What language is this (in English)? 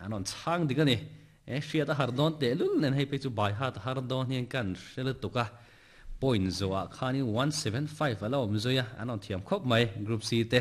Mizo